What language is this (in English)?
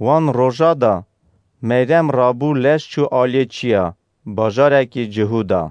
Kurdish